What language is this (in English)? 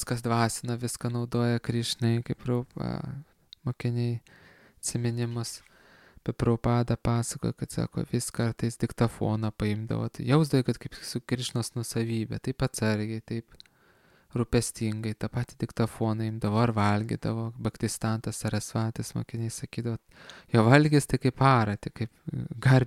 Lithuanian